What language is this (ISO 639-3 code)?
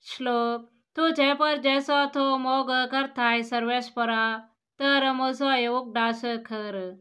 kok